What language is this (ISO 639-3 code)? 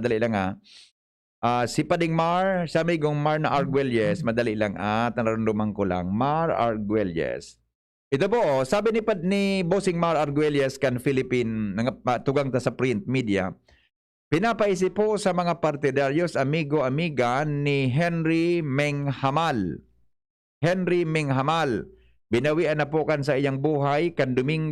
bik